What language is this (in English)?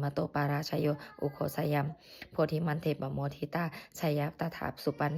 Pali